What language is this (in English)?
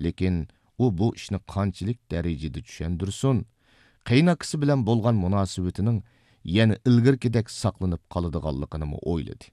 Uyghur